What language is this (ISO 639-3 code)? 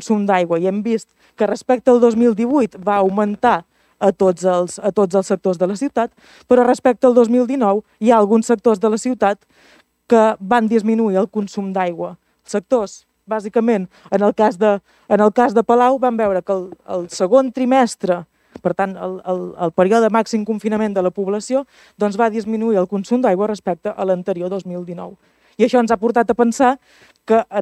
cat